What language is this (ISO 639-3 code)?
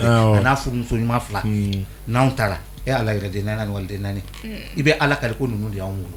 bam